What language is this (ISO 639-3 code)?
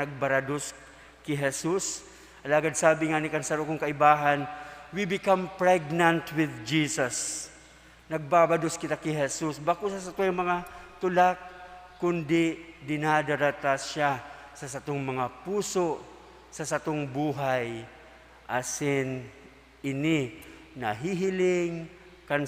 bik